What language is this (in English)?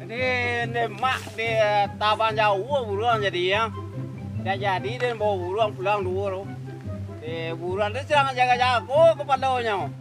Minangkabau